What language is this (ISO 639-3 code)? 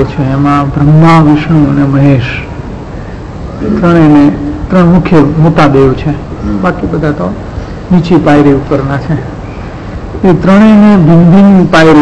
guj